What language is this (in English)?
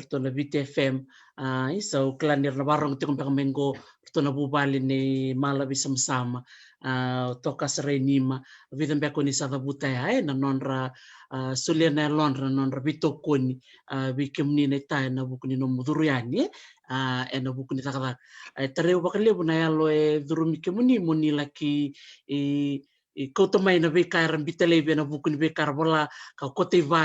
Fijian